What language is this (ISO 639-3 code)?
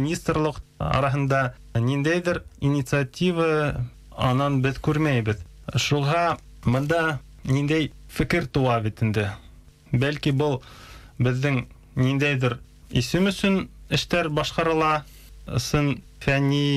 bak